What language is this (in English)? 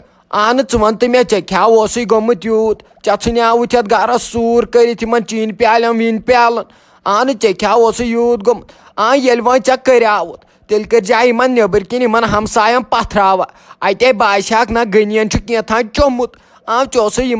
Kashmiri